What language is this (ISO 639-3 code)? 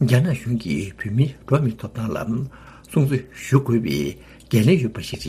bod